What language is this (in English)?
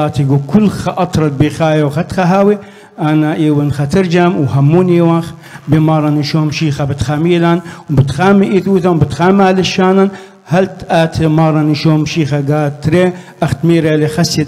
Assyrian Neo-Aramaic